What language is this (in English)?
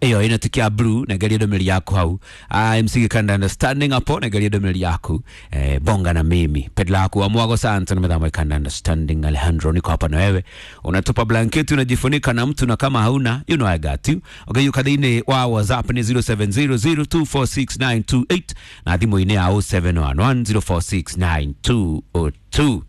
Kikuyu